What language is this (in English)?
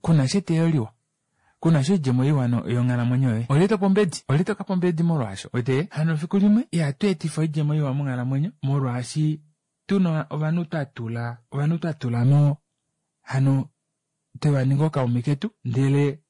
Kuanyama